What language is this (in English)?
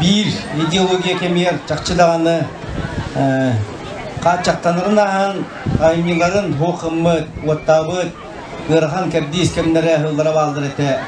Yakut